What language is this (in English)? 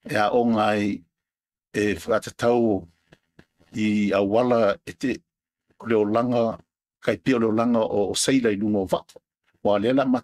Samoan